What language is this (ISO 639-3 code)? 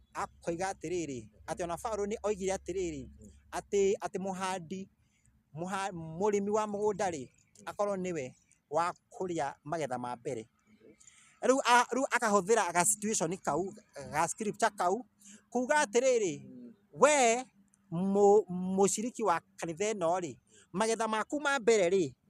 kik